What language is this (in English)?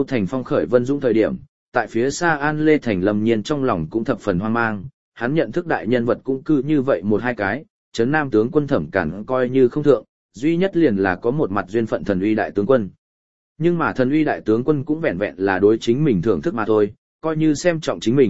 Vietnamese